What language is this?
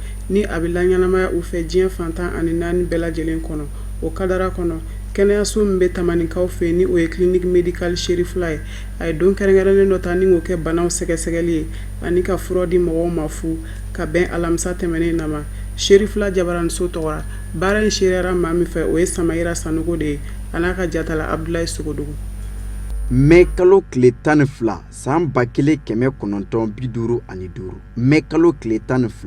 Bambara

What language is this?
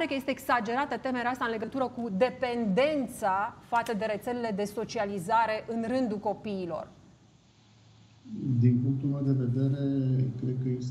Romanian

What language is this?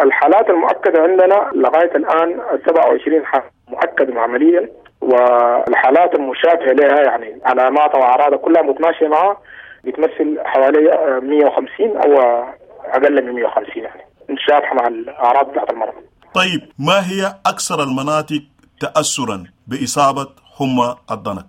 Sudanese Arabic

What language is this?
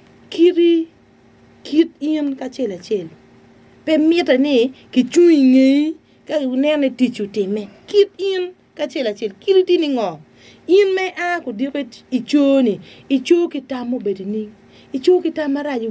Acoli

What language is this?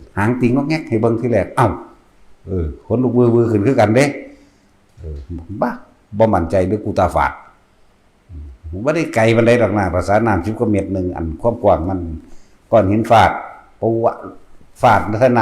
Northeastern Thai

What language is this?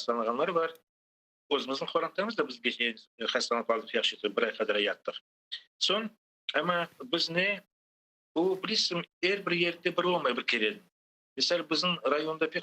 Crimean Tatar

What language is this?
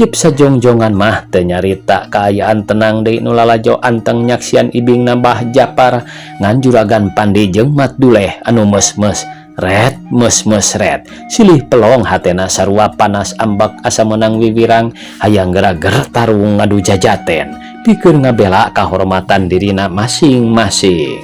Sundanese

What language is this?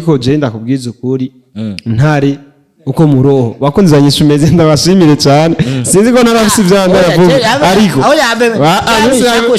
Rundi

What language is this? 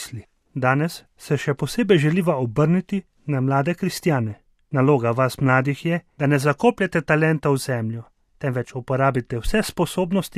Slovenian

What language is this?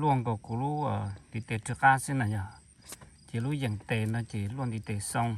Hmong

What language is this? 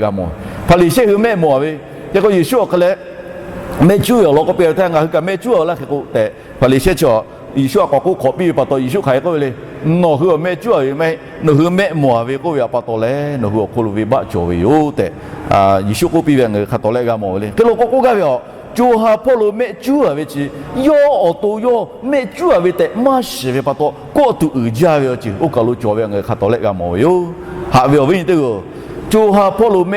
Lahu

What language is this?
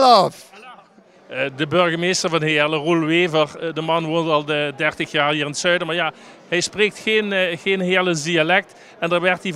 Limburgish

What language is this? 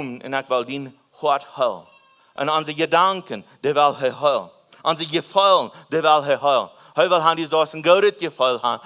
Plautdietsch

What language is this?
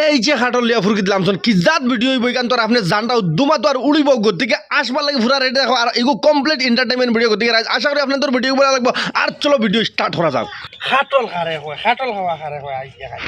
Sylheti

